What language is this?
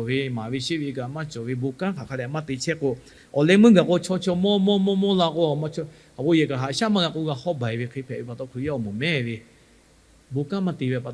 Lahu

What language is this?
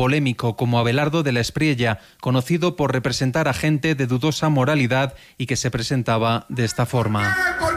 Spanish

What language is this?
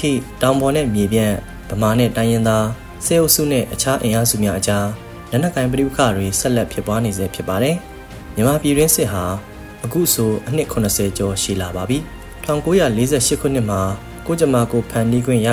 Burmese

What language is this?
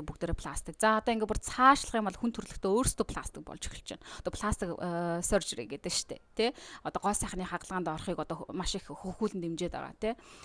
Mongolian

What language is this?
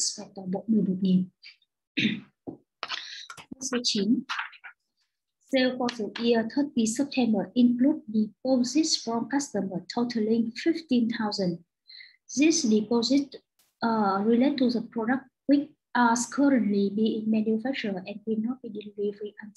Vietnamese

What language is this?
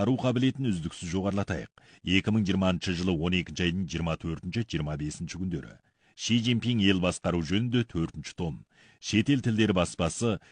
Kazakh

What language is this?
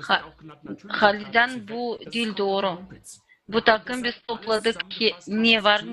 Gagauz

